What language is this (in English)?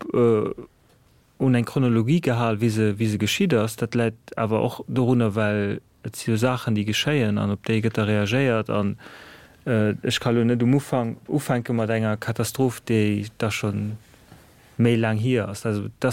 Luxembourgish